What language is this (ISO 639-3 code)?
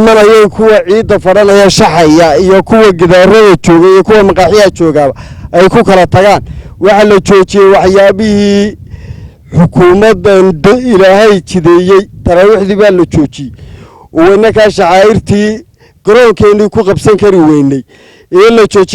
som